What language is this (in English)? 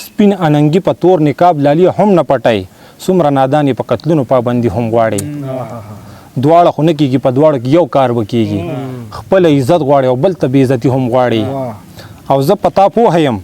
Pashto